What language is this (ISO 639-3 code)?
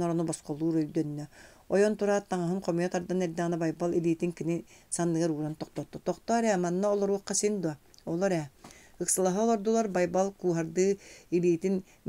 sah